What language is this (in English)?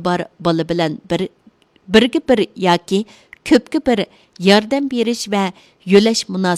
Uyghur